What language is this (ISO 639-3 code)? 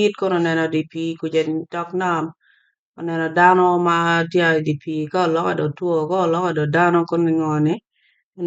ach